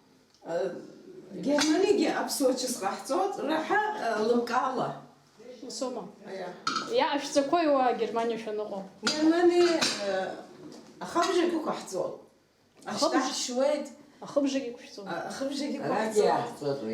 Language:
Abkhazian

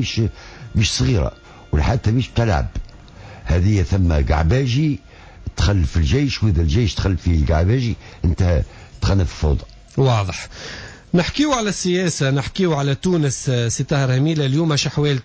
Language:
Tunisian Arabic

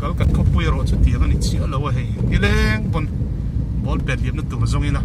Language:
Mizo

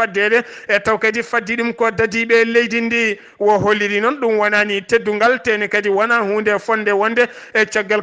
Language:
Fula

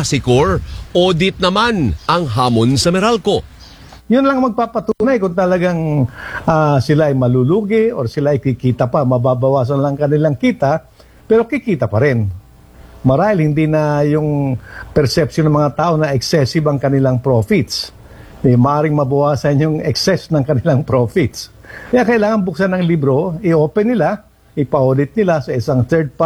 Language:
Filipino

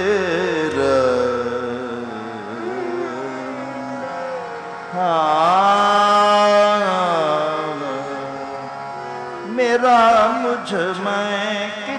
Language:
Punjabi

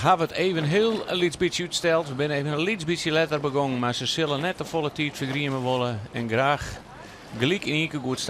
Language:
Western Frisian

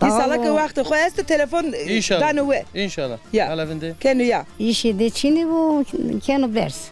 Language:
Zaza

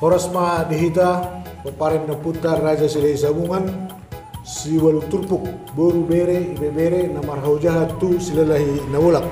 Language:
Batak Toba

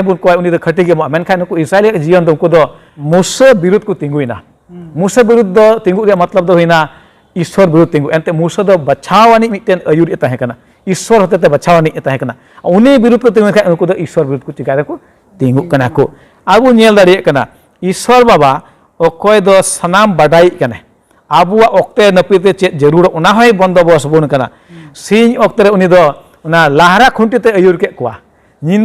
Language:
Santali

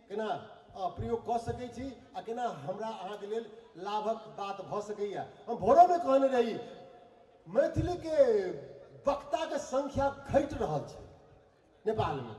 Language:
Maithili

